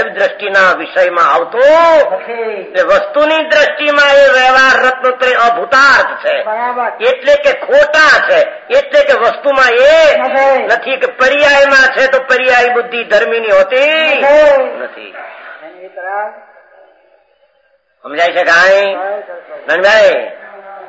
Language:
Gujarati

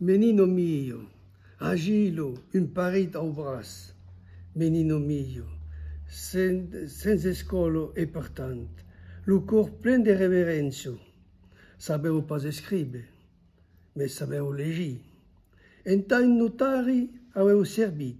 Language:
Occitan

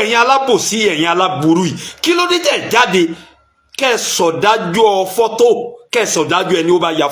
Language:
Yoruba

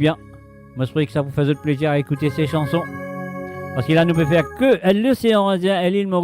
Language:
Morisyen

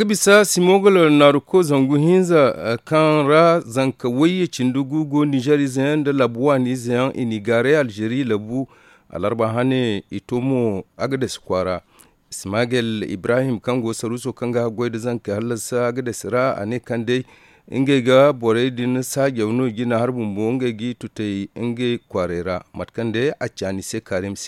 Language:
Zarma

